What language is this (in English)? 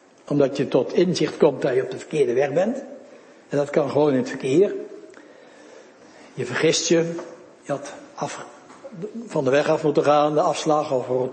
Dutch